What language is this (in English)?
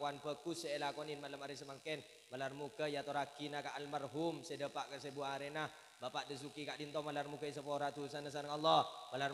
Madurese